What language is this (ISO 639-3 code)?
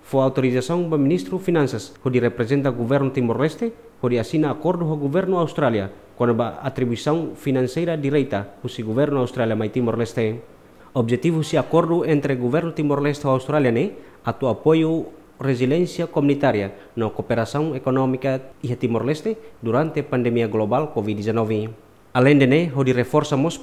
tet